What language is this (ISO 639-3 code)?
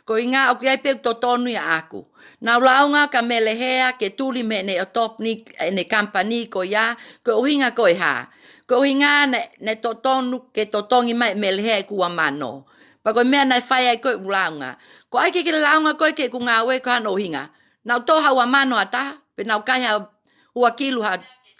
ton